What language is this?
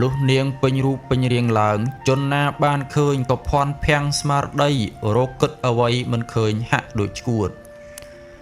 Khmer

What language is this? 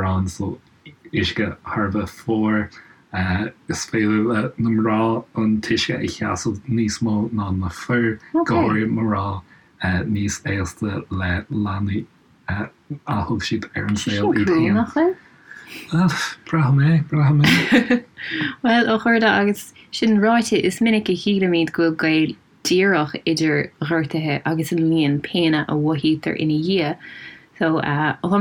Irish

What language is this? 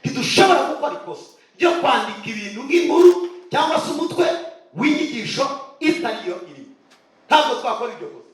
Kinyarwanda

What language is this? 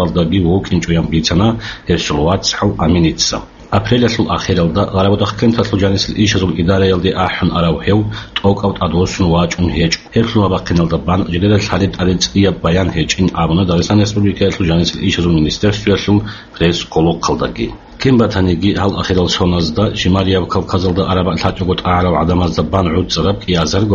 Avaric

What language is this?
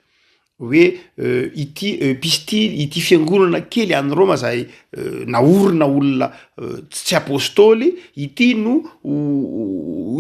Malagasy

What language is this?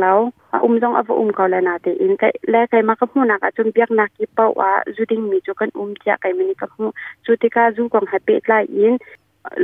Hakha Chin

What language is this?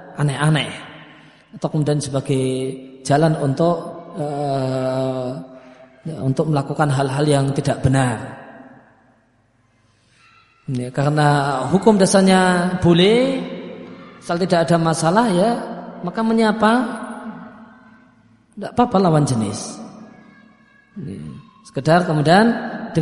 Indonesian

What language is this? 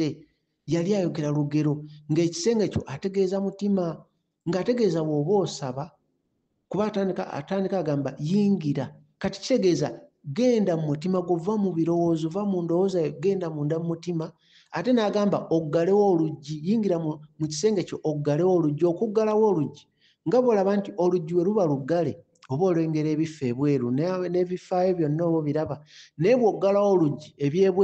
Ganda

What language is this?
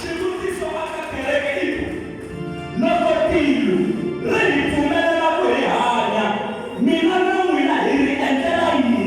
Tsonga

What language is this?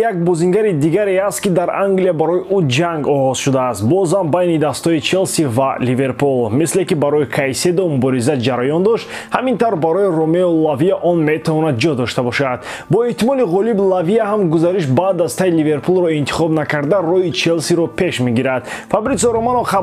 Tajik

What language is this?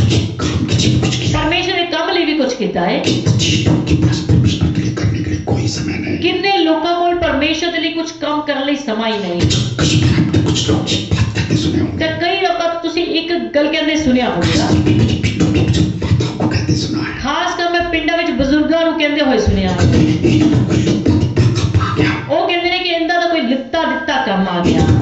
Punjabi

